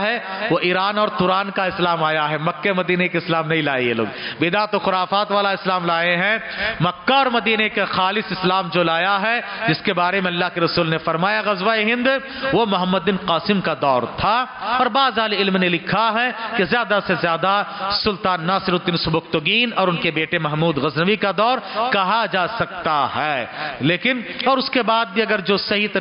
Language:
Urdu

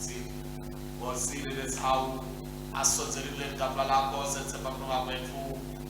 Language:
Swati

